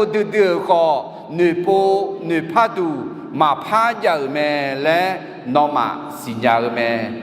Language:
Akha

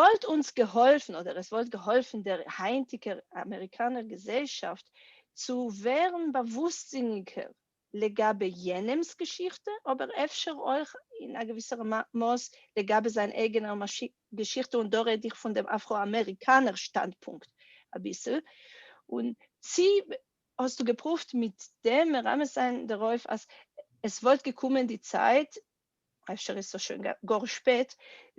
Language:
Yiddish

